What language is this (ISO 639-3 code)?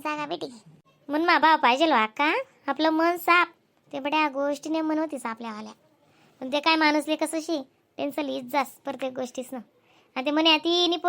khn